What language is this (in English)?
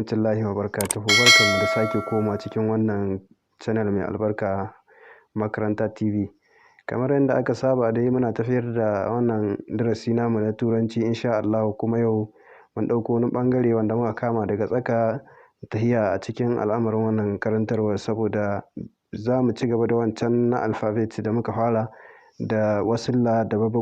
Hausa